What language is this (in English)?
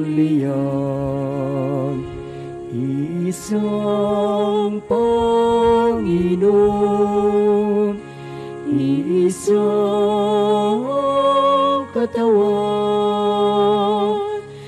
Filipino